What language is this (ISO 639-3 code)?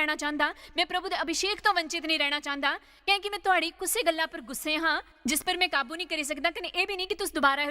doi